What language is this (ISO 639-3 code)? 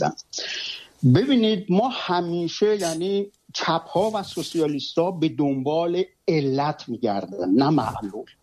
fas